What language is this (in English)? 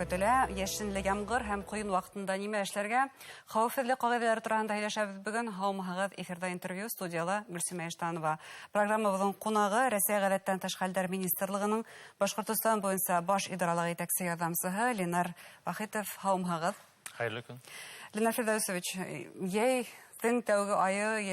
Bashkir